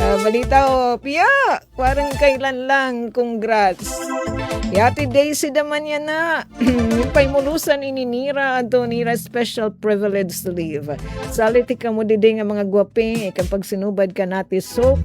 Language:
Waray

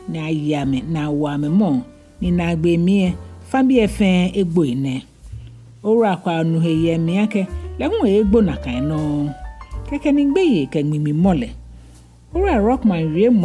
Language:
Ga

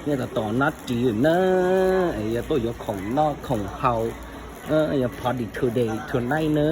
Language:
Hmong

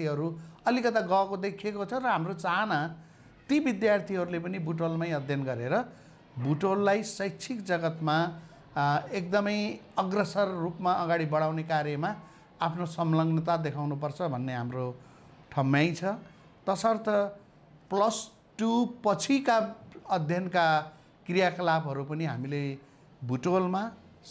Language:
Nepali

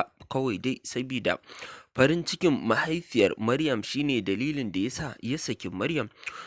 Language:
Hausa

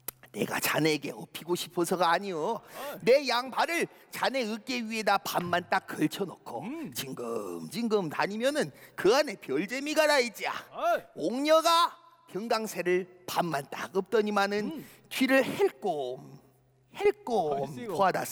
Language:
Korean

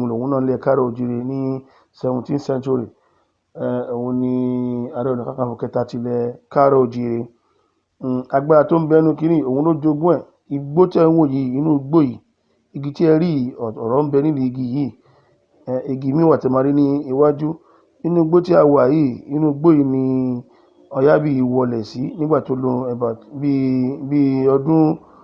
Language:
Yoruba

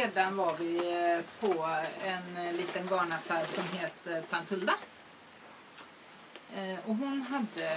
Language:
Swedish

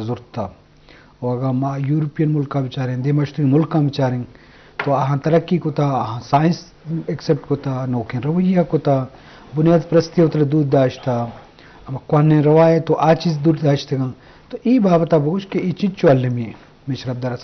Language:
Eastern Balochi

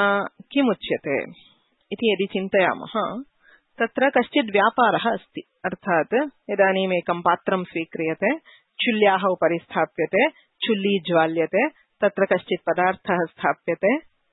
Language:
Sanskrit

